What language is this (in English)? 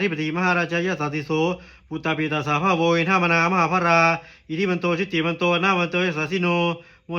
Pali